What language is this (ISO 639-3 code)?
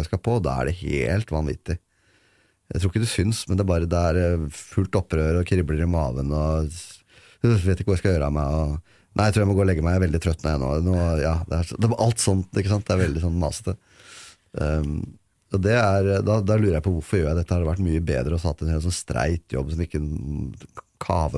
nor